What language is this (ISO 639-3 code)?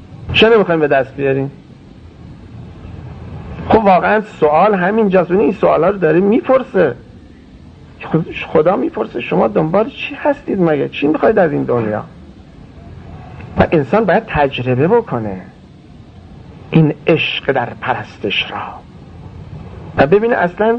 fas